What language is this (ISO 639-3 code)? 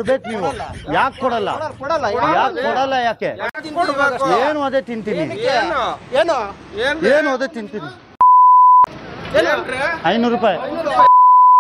kan